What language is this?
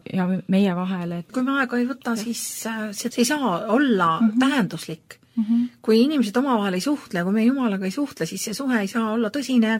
Estonian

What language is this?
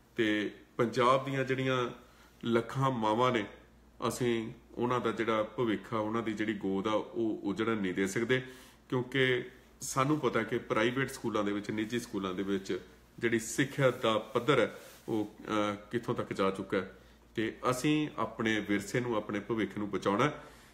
Punjabi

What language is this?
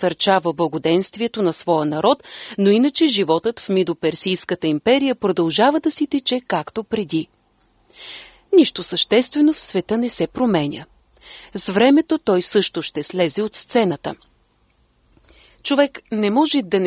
Bulgarian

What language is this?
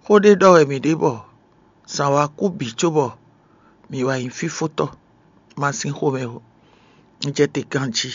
Fon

